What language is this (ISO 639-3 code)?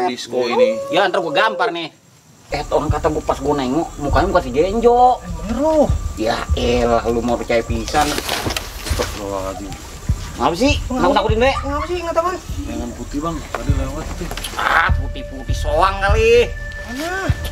bew